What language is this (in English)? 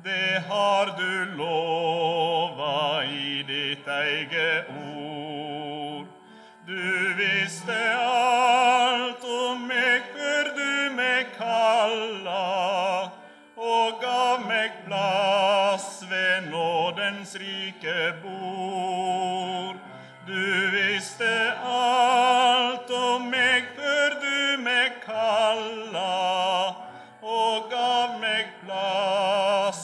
Norwegian